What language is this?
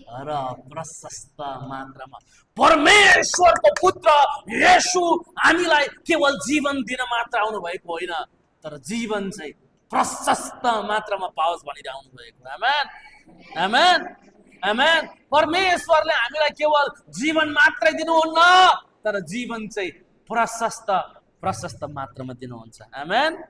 Nepali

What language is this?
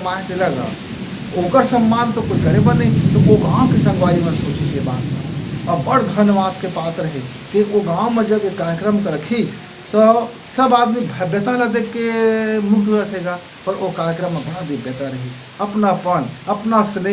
Chhattisgarhi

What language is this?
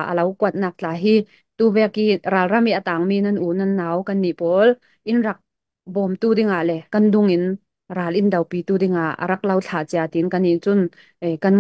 Falam Chin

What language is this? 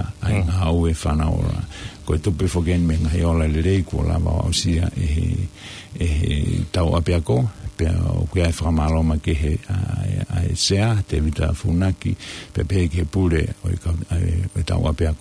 Tongan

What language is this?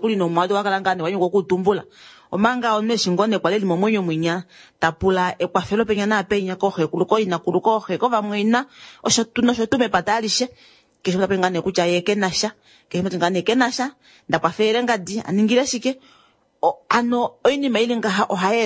Kuanyama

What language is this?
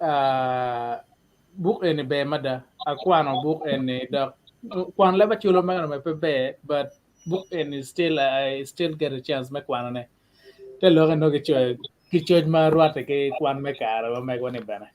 Acoli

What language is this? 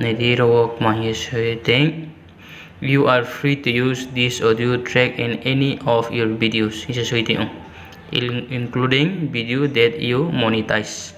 Riang (India)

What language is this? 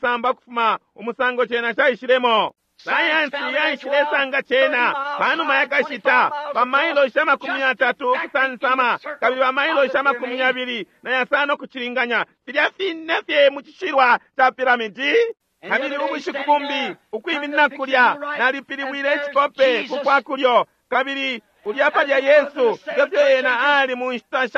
Bemba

